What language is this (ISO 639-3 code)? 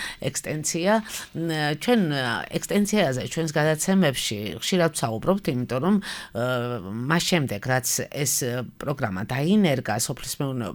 kat